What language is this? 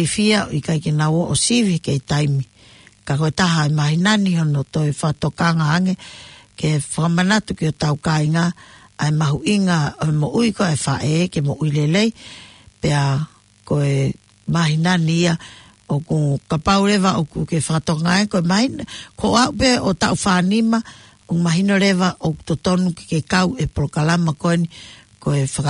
Tongan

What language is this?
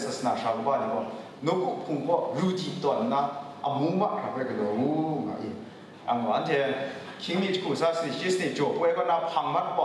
Kachin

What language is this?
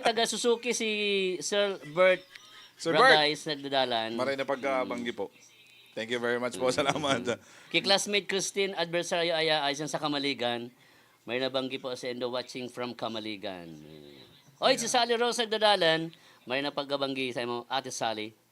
Bikol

